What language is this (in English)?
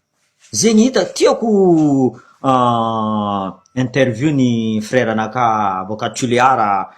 Malagasy